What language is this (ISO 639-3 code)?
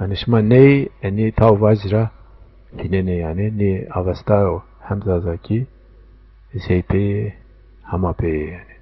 zza